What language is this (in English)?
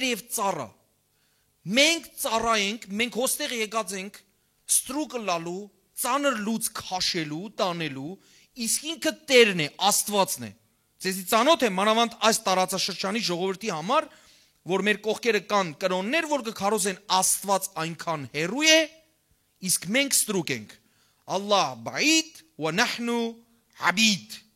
Western Armenian